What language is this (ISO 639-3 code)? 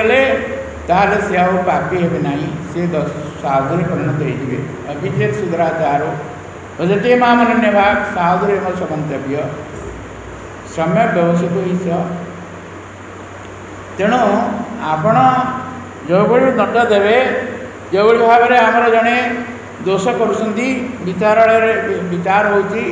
ori